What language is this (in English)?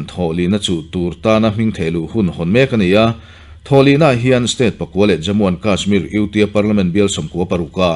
Mizo